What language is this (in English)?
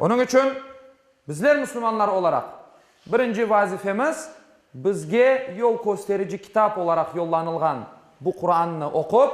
Crimean Tatar